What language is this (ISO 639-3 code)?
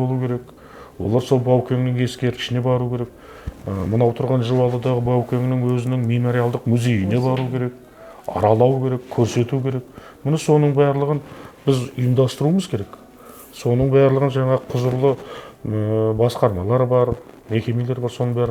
kaz